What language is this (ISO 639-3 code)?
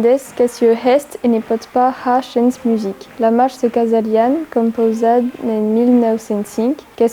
oci